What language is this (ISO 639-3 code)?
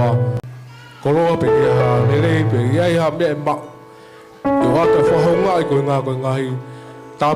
ton